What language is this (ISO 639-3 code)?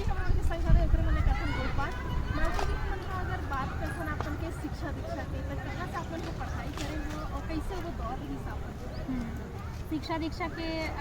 hne